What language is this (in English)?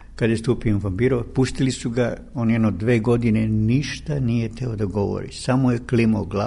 Serbian